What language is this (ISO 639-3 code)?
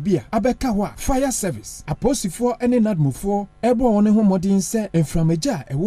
aka